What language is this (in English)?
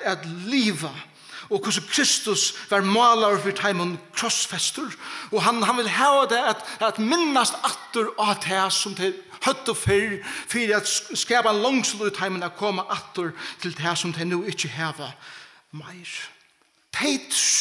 Faroese